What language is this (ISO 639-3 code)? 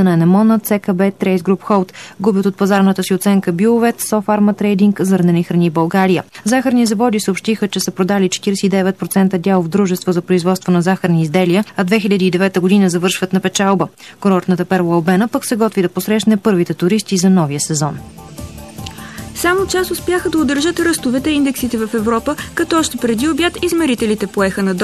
bul